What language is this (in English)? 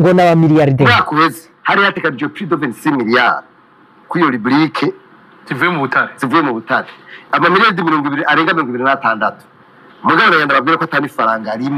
Rundi